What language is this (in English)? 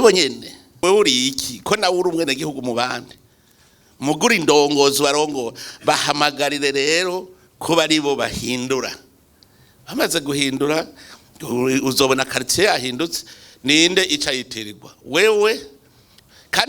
Rundi